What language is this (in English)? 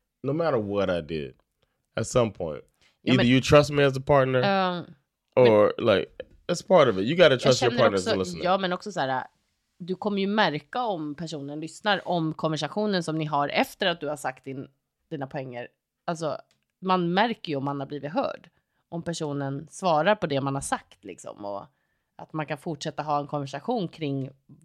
Swedish